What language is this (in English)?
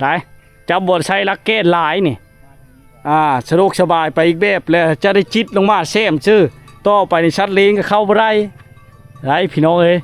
Lao